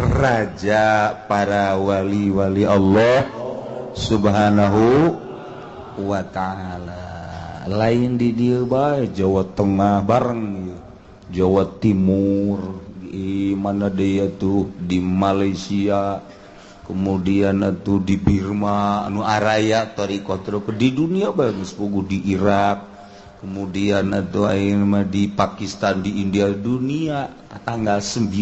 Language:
Sundanese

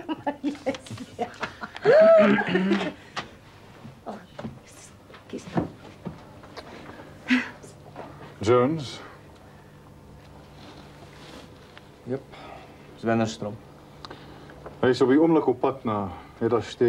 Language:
Afrikaans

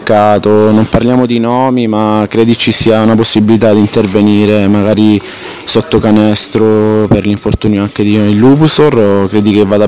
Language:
Italian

